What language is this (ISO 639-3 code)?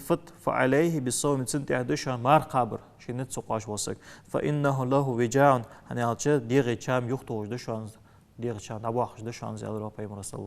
inh